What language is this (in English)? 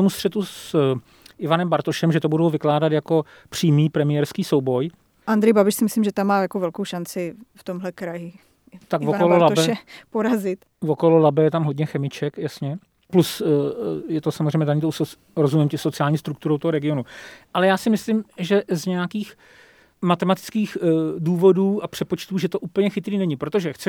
Czech